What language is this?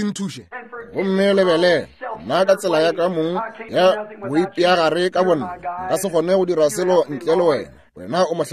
Northern Sotho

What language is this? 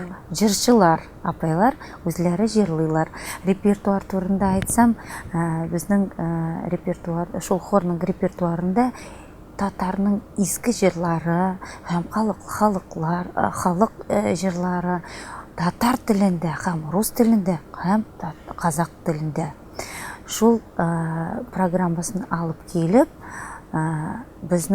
Tatar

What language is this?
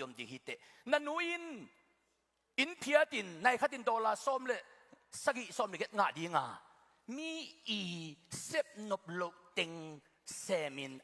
Tedim Chin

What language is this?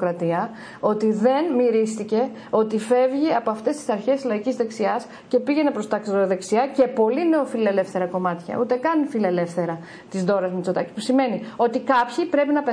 Greek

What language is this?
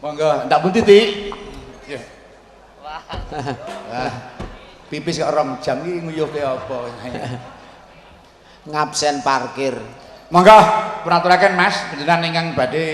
Javanese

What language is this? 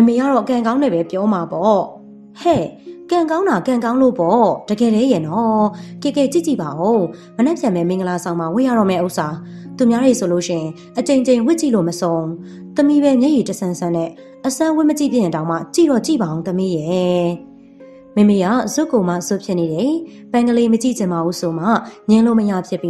Burmese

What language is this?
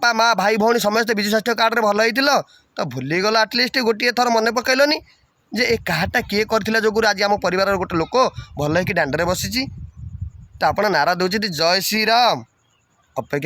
Odia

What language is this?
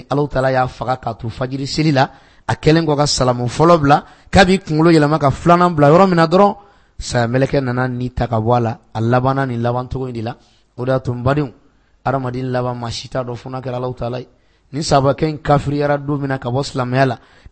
Bambara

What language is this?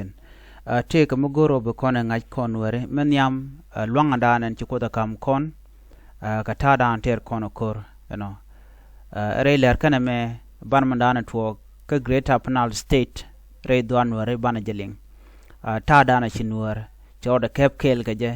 Nuer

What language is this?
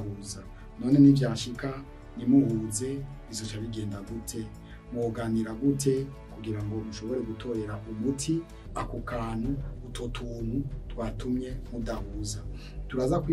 Rundi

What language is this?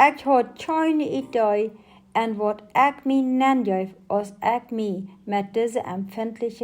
Plautdietsch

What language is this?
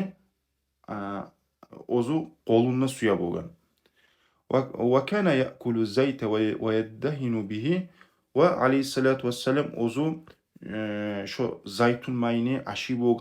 Kumyk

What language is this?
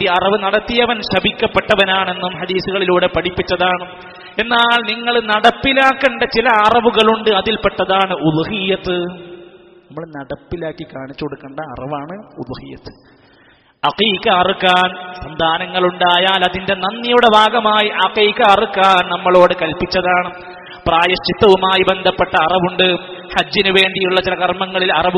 Malayalam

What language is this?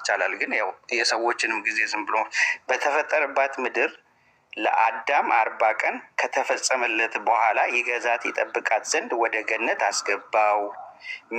Amharic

